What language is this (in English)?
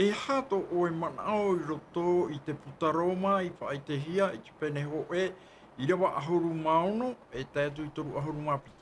Tahitian